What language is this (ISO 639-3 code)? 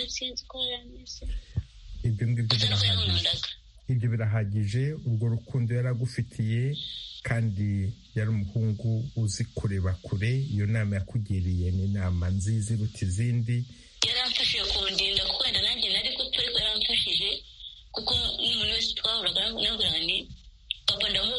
kin